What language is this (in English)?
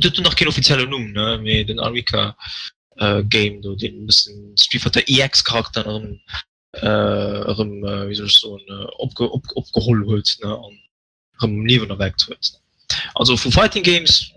Luxembourgish